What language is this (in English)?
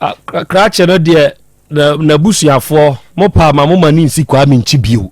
Akan